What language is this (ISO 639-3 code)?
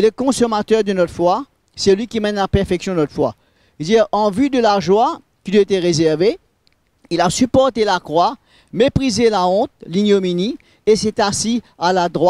mfe